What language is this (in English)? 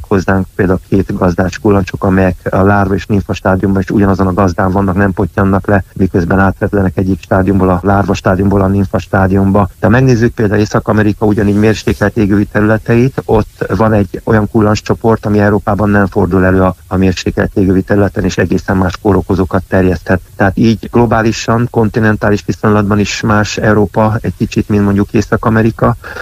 Hungarian